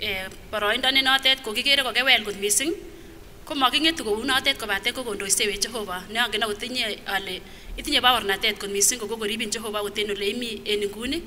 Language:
Kipsigis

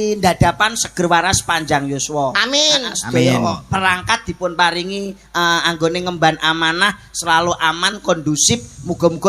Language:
Javanese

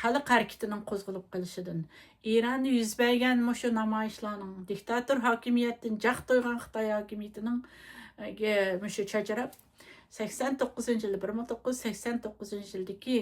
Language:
Uyghur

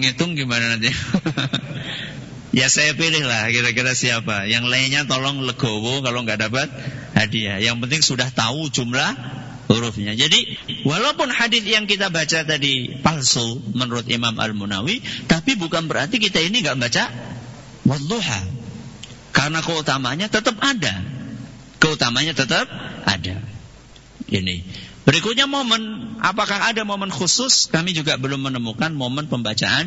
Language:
Indonesian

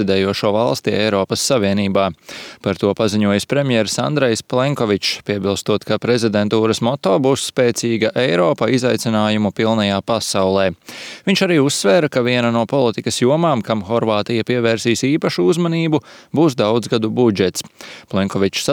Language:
Latvian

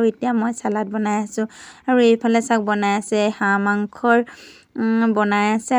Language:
Assamese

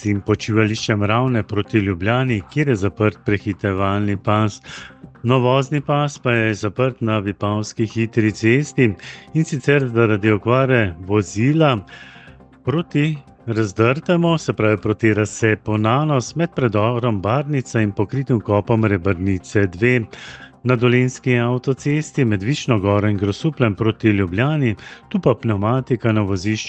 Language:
Slovenian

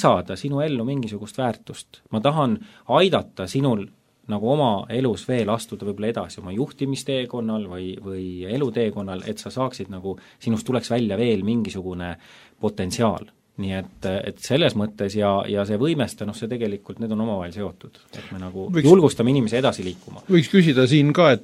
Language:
Estonian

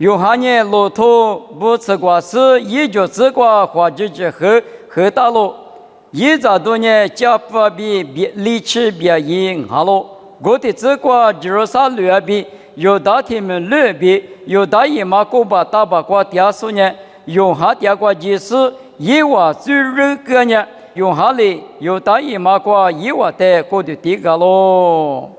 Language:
Lisu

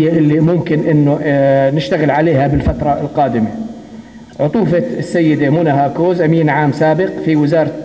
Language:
North Levantine Arabic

